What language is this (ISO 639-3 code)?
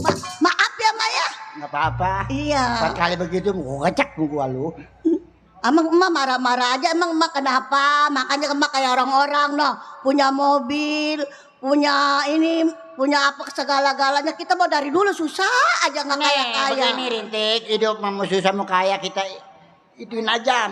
bew